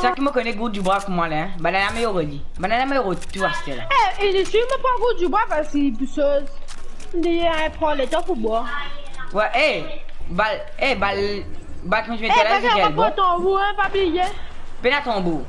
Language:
Morisyen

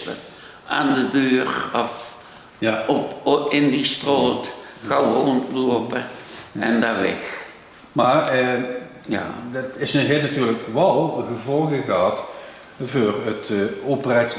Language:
Limburgish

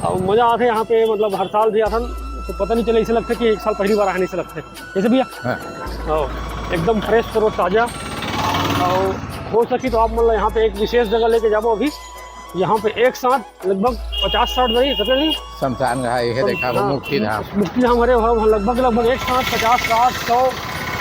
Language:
Chhattisgarhi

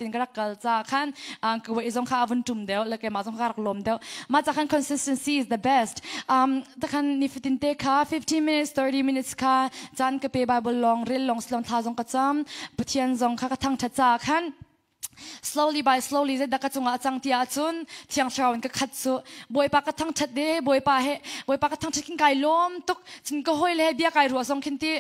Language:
Hakha Chin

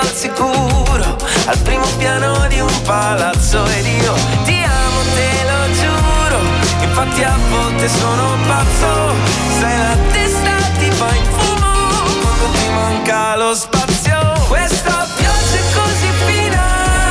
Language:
Italian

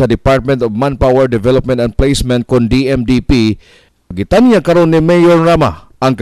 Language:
Cebuano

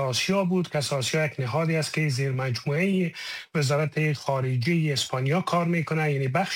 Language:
Persian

